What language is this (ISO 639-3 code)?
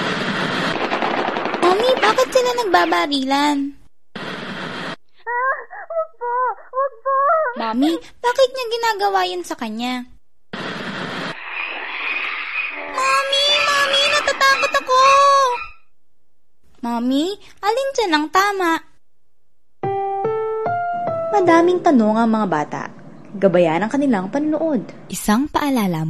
fil